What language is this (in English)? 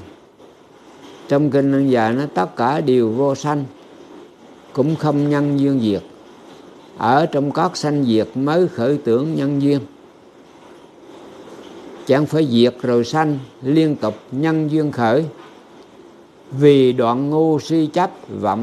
Vietnamese